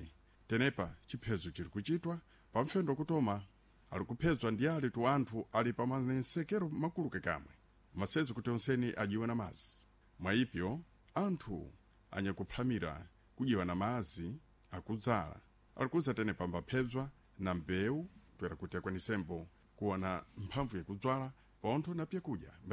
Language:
Sena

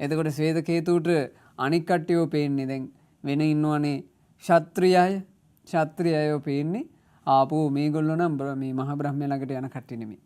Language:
Sinhala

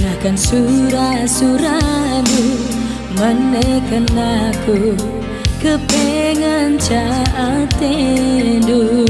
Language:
Batak Karo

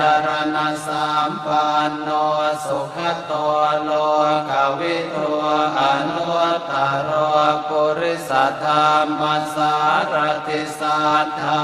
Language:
Pali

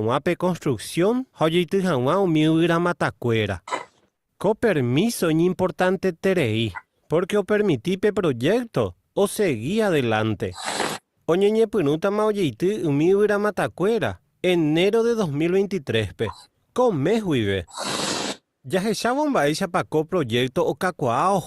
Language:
Guarani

